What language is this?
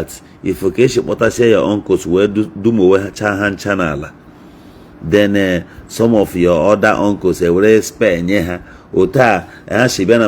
Igbo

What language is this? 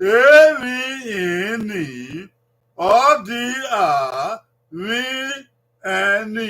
Bini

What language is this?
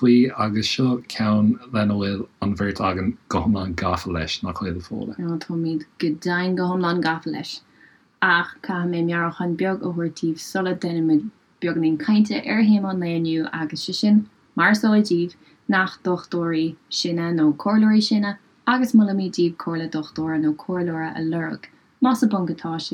Irish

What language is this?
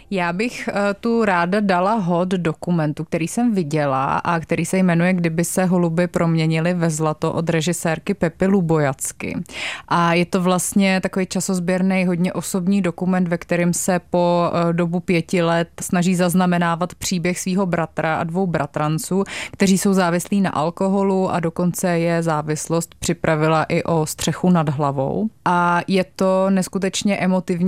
Czech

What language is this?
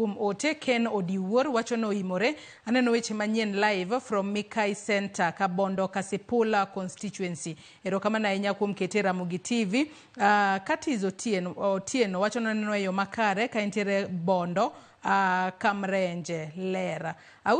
Luo (Kenya and Tanzania)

